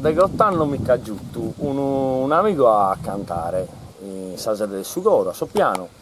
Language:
Sardinian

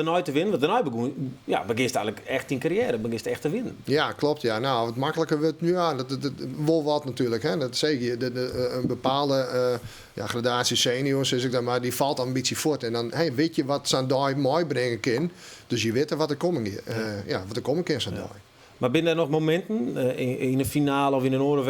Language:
Western Frisian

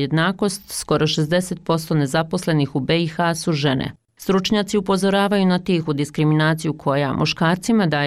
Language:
Bosnian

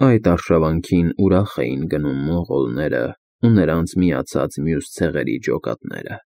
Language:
Armenian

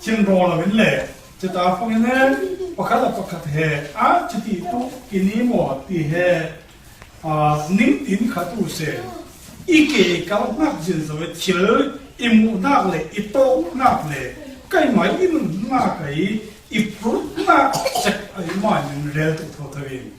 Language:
Falam Chin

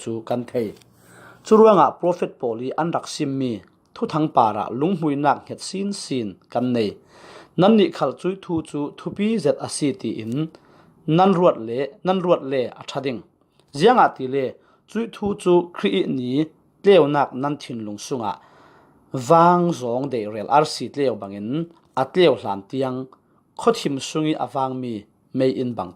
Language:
Falam Chin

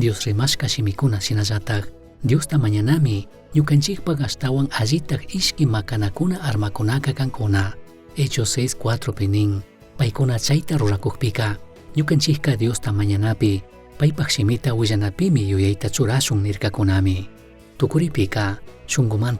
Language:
Chimborazo Highland Quichua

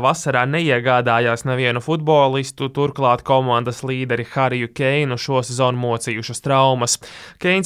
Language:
Latvian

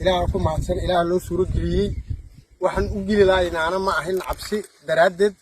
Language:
Somali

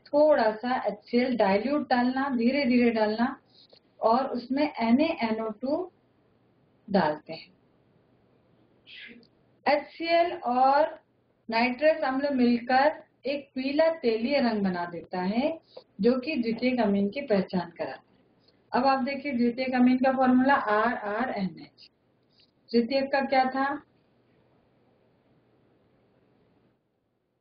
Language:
Hindi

